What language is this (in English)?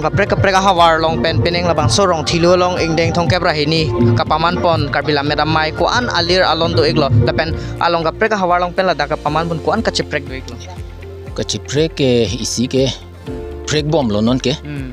Karbi